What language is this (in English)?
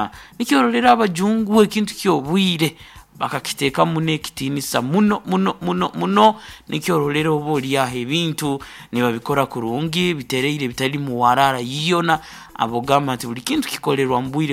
Nyankole